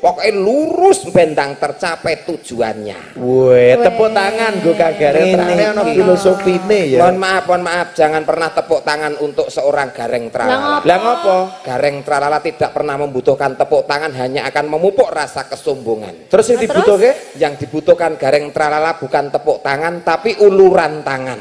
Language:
Javanese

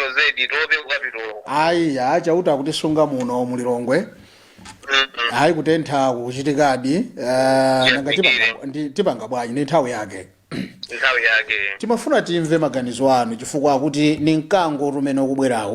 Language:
Nyanja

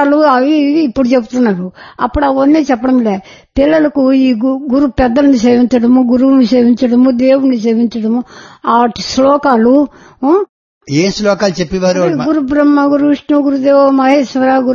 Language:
Telugu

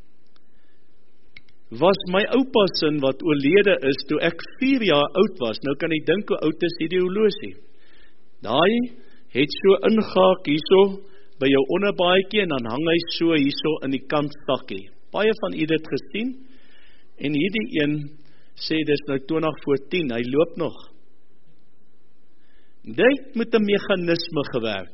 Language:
Afrikaans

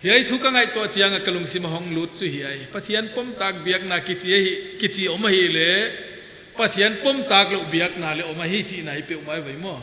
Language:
Paite Chin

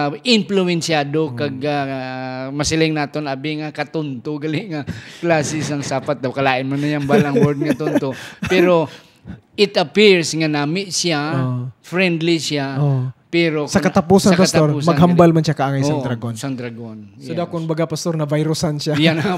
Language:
Hiligaynon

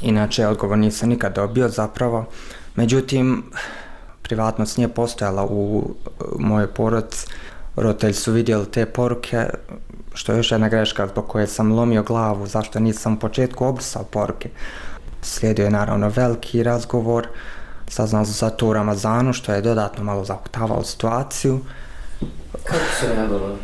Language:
Bosnian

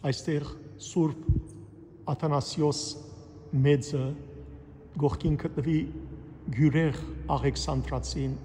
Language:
Western Armenian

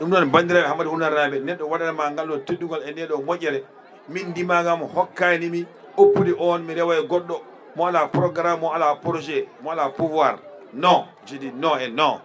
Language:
Fula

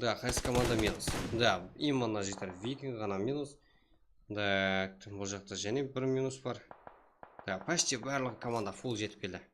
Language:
Kara-Kalpak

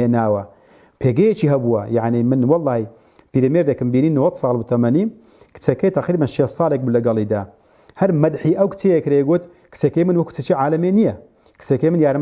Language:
Central Kurdish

